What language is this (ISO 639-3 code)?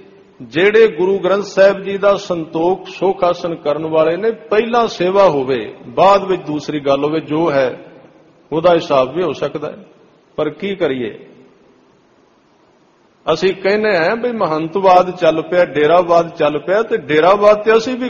pan